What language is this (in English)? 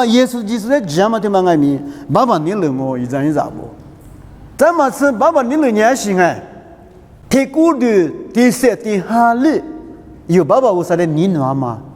Lisu